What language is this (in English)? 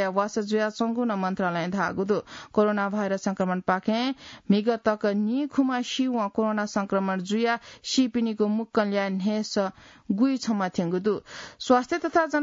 Newari